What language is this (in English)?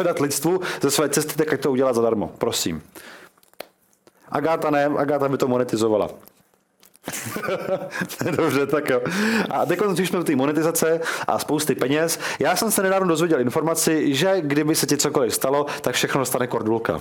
Czech